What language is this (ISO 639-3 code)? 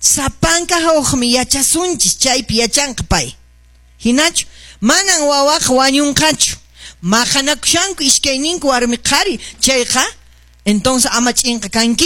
que